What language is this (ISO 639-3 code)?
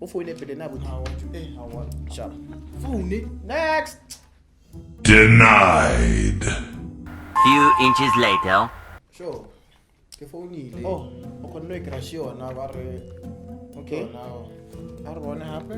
tsn